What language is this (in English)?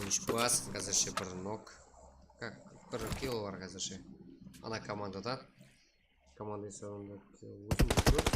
Kara-Kalpak